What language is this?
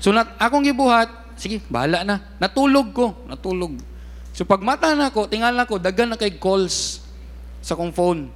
Cebuano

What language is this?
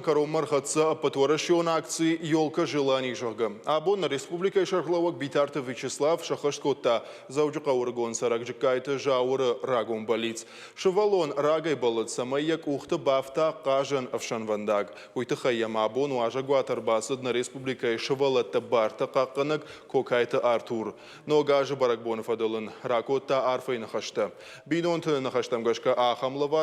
Ossetic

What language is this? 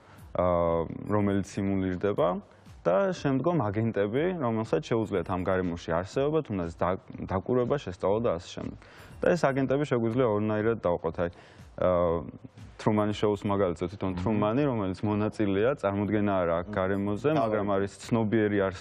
Georgian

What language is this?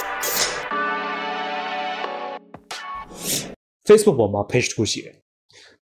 Burmese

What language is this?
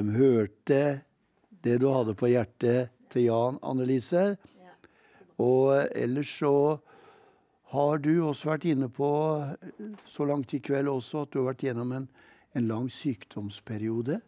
Norwegian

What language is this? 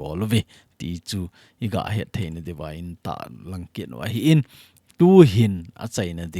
Thado Chin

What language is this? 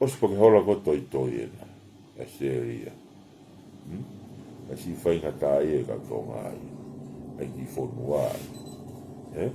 Tongan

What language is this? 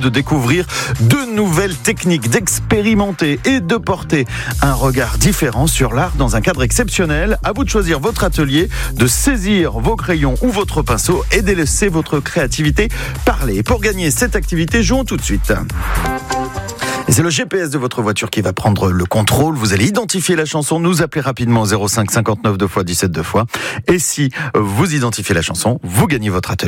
French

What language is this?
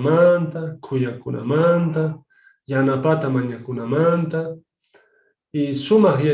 Quechua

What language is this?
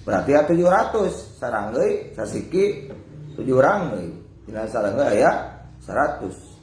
Sundanese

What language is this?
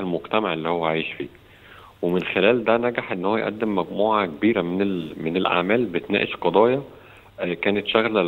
Egyptian Arabic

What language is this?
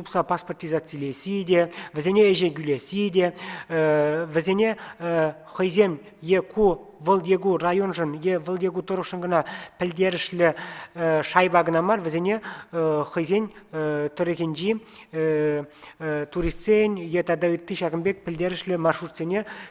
Chuvash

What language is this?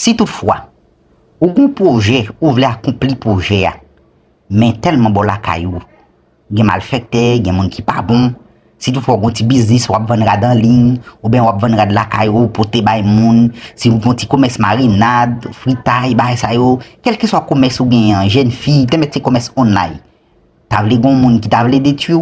Haitian Creole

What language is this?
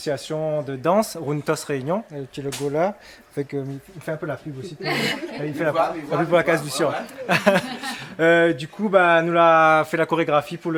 Réunion Creole French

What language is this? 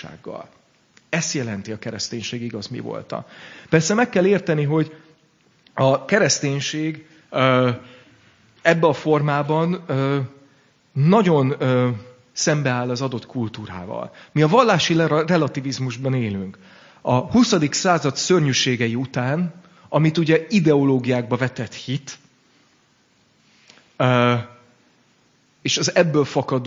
Hungarian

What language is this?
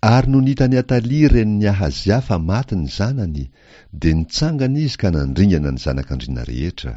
Malagasy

